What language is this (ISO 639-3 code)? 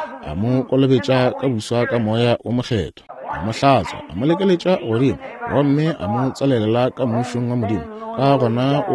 nso